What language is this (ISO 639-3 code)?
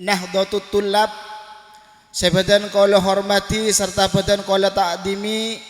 mad